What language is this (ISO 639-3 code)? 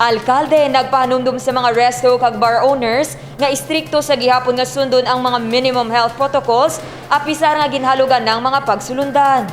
hil